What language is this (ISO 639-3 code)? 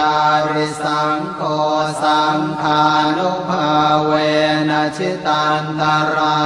pli